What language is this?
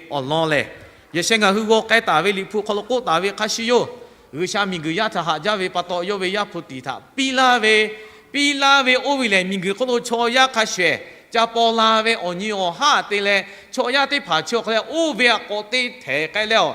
Lahu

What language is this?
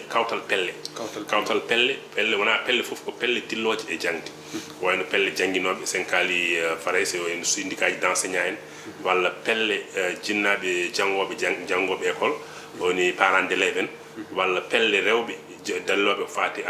Fula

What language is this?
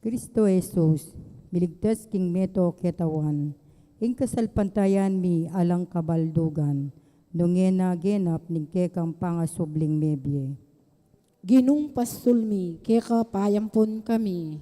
Pampanga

